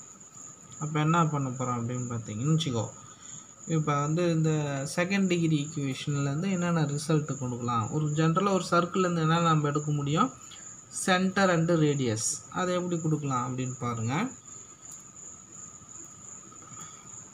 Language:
Tamil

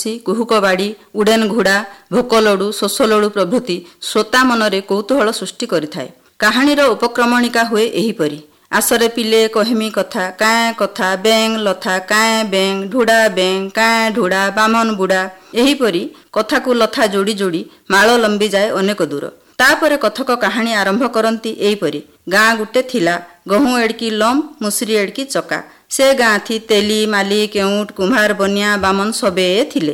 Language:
Odia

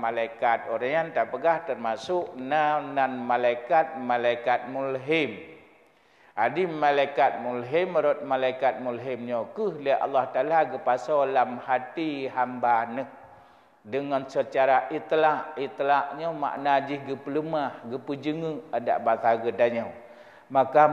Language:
Achinese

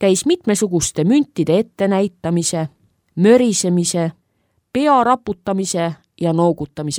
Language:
Estonian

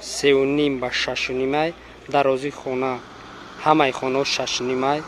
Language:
Tajik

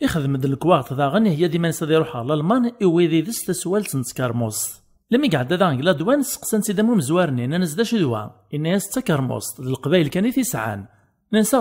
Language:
Kabyle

